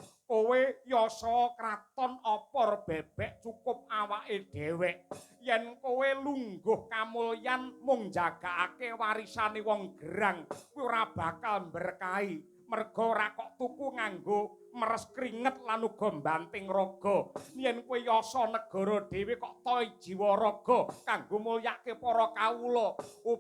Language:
Javanese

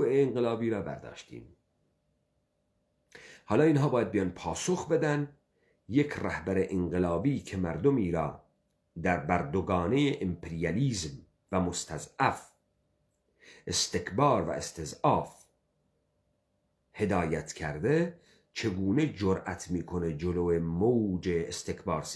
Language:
Persian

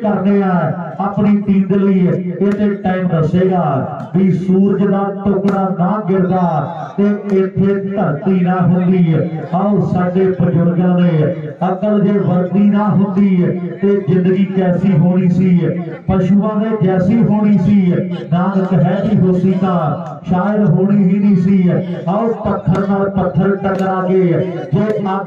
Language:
Punjabi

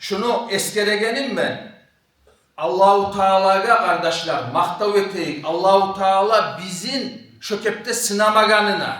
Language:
Kumyk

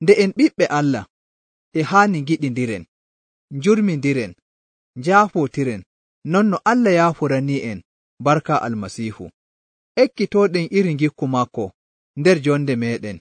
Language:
Nigerian Fulfulde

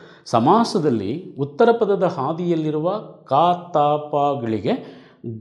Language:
Kannada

